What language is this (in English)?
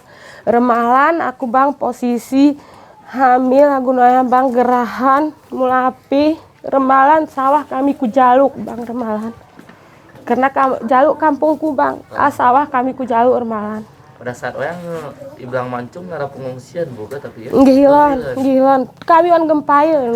Achinese